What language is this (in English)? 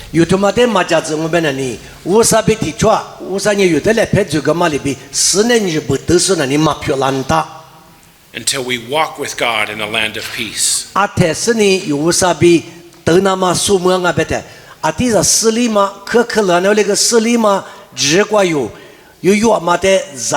Lisu